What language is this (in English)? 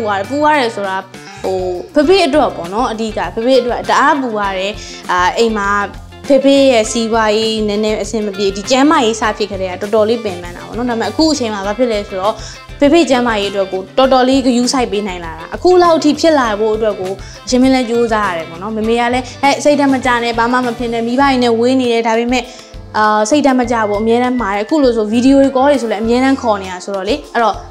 Burmese